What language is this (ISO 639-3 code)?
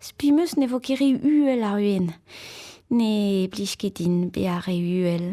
bre